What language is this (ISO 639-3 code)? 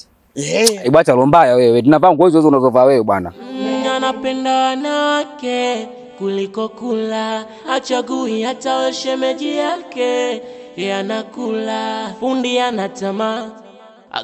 swa